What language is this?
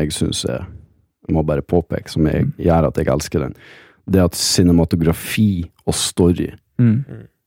Norwegian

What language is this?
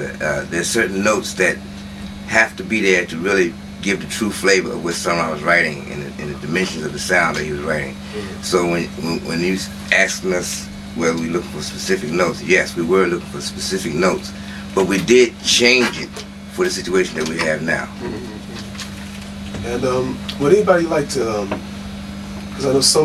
English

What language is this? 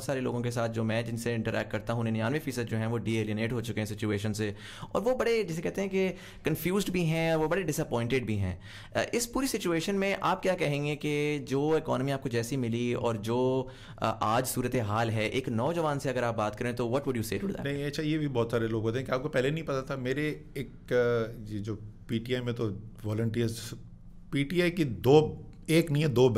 Urdu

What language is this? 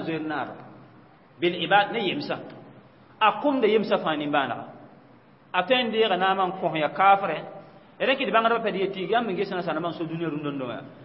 Mossi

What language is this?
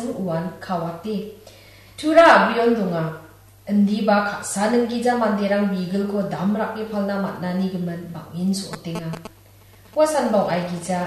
Garo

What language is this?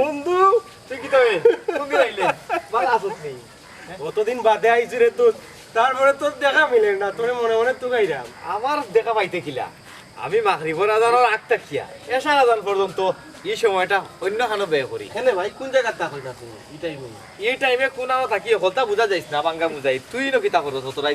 Sylheti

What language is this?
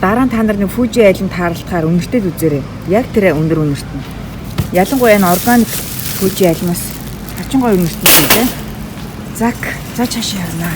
Mongolian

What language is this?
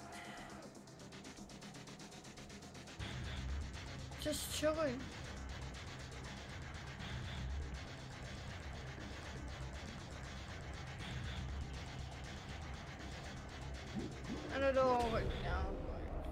English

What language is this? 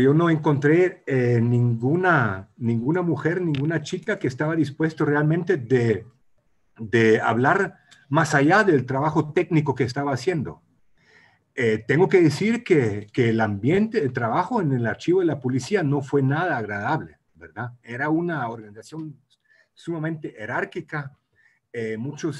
Spanish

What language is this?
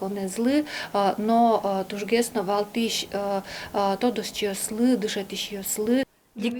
Udmurt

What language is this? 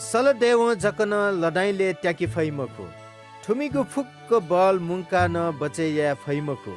Newari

